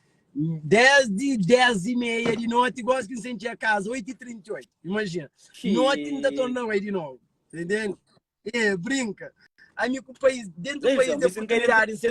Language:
Kabuverdianu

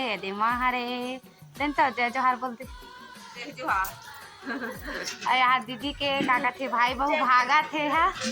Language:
Chhattisgarhi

